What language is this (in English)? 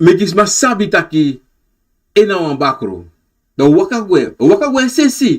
Sranan Tongo